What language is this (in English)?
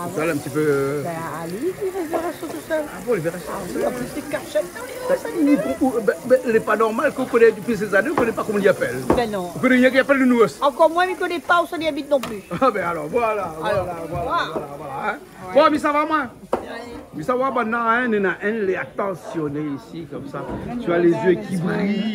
Réunion Creole French